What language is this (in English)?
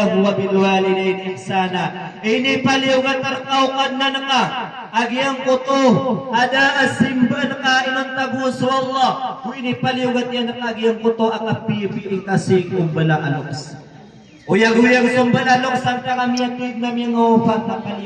Maranao